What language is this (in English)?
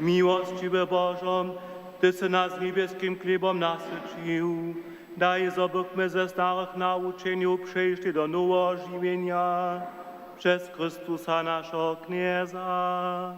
Upper Sorbian